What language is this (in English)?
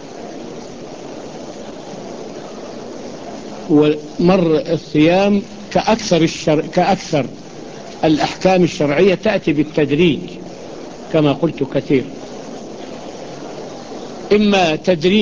Arabic